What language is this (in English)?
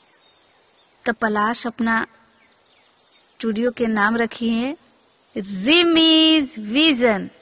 Bhojpuri